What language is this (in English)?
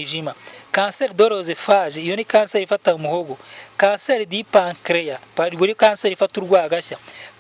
Kinyarwanda